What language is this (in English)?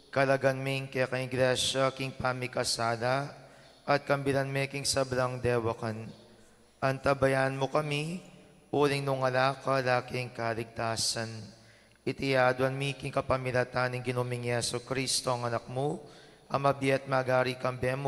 Pampanga